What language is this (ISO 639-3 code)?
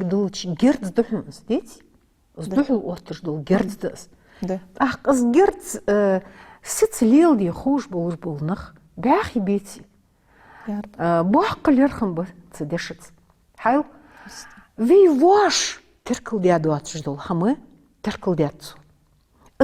inh